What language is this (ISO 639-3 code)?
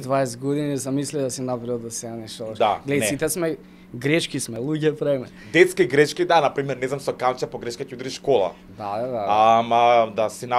mkd